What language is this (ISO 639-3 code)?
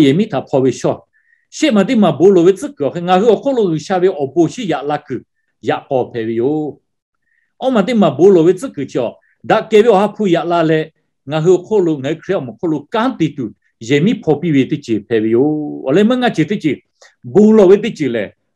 lhu